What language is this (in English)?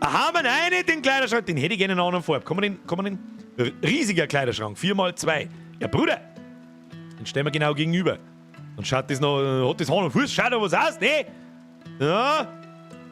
Bavarian